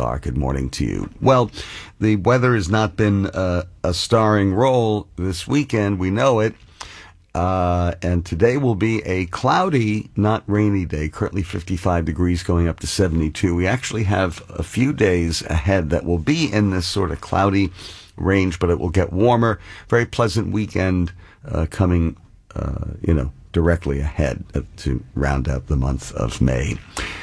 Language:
English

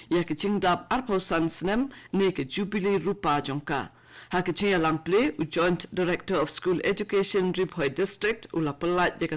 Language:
Khasi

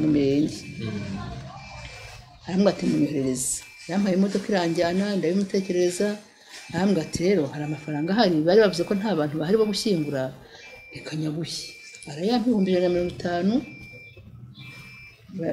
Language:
Kinyarwanda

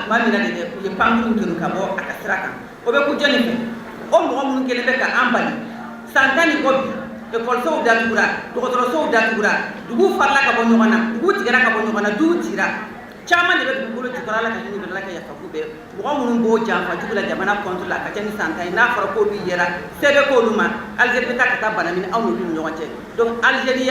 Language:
Bambara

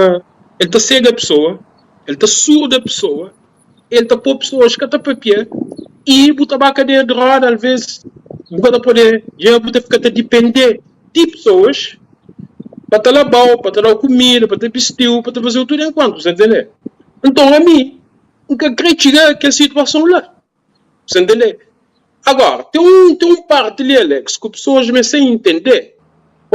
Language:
Kabuverdianu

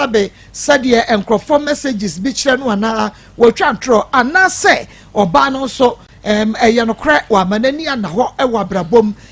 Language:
Akan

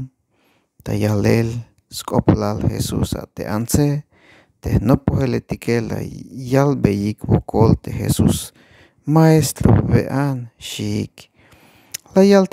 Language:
Tzeltal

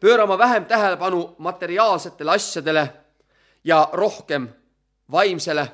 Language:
Estonian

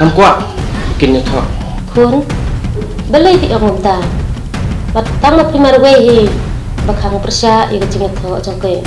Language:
Khasi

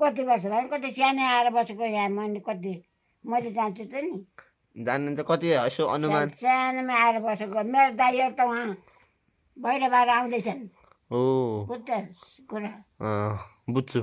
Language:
Nepali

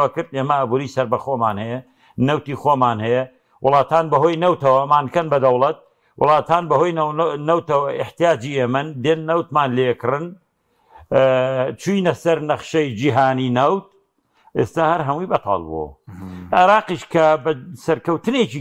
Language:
Central Kurdish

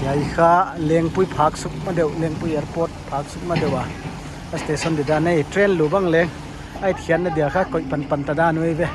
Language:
Paite Chin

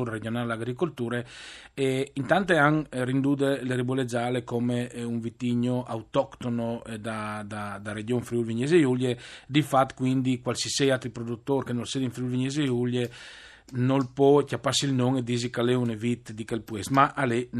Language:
Friulian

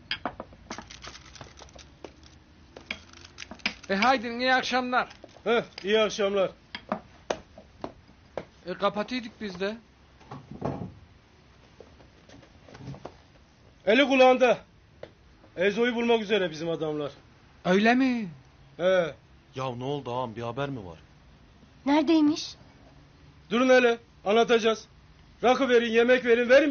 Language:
Turkish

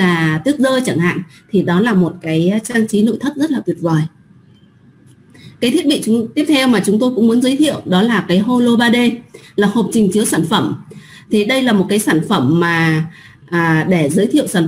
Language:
Vietnamese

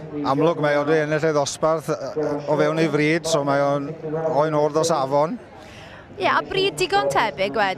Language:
Welsh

